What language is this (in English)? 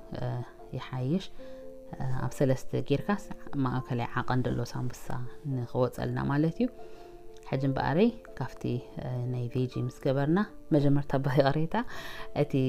Tigrinya